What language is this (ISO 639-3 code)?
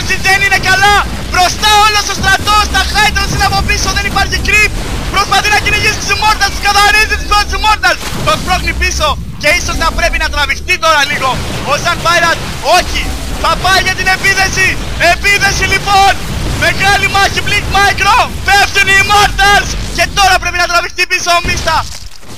ell